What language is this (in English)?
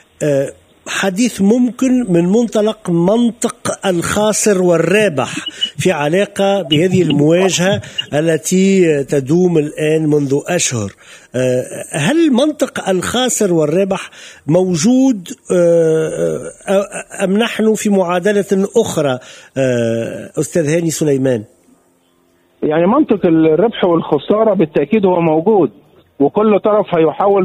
Tunisian Arabic